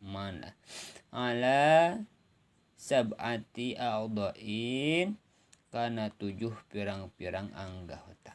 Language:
Sundanese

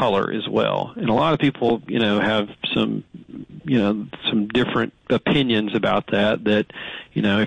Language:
English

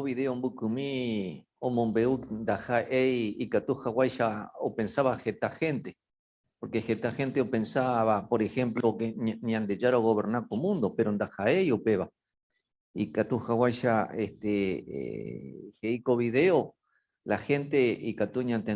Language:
Guarani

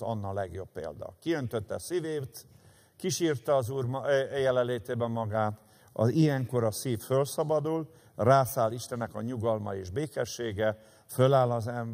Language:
Hungarian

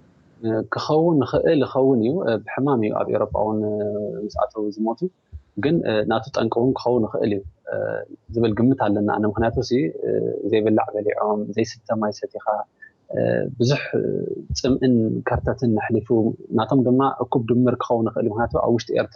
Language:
Tigrinya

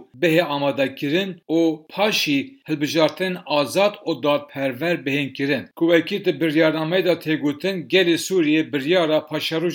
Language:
Kurdish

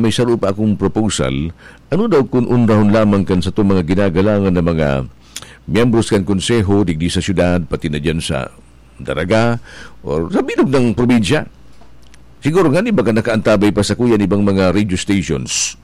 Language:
Bikol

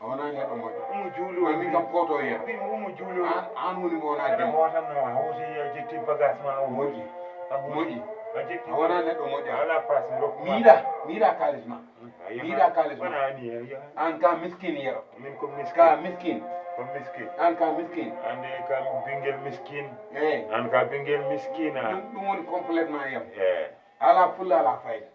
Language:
Fula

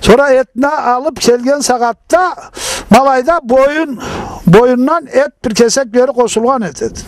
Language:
Karachay-Balkar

